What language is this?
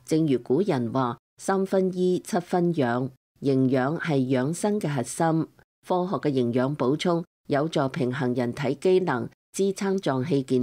Cantonese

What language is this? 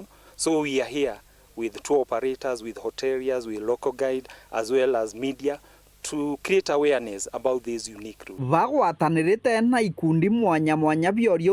Meru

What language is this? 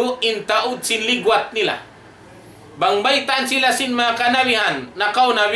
Tausug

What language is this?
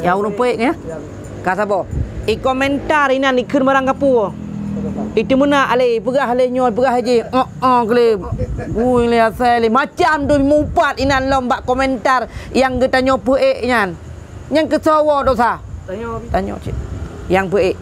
Achinese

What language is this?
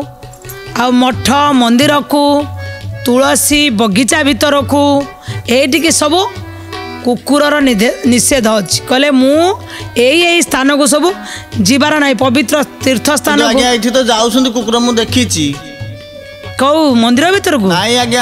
Odia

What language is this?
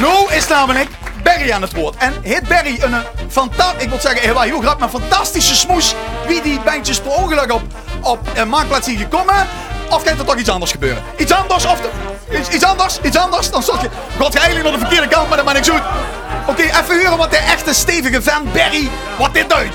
Limburgish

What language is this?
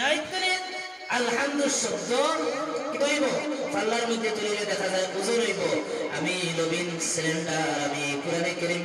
Sylheti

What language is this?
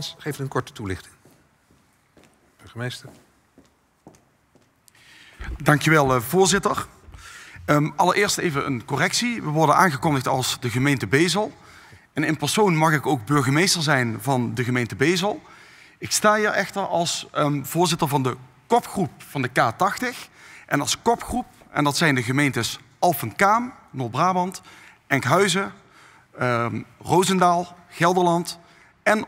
Dutch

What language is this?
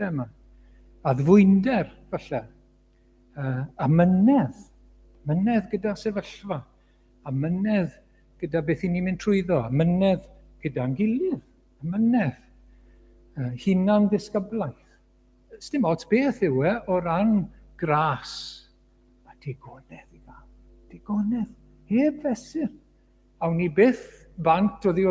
Welsh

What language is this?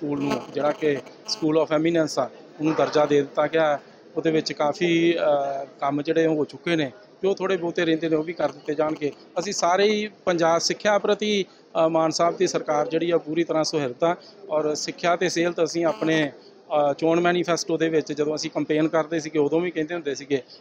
Punjabi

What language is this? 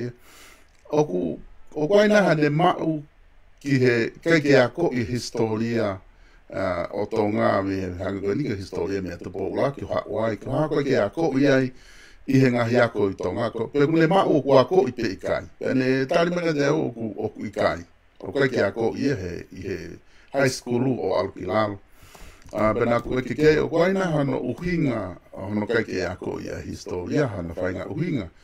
Tongan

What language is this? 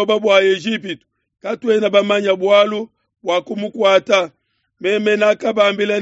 Luba-Lulua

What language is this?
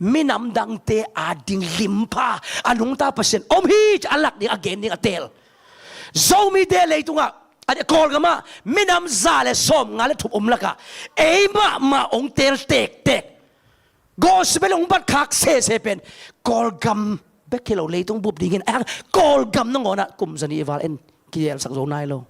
Tedim Chin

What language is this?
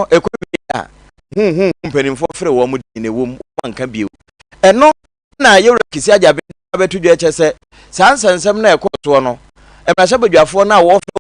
Akan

